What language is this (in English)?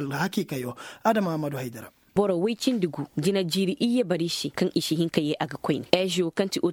Koyraboro Senni